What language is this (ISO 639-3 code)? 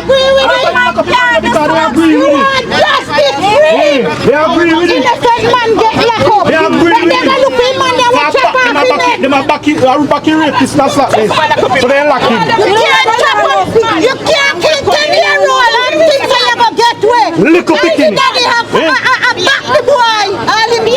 jam